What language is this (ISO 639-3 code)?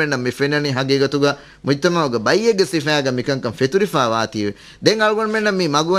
div